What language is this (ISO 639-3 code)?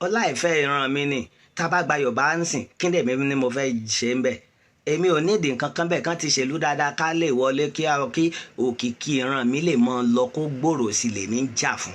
yor